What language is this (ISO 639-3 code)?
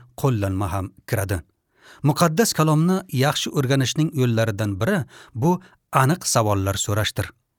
uzb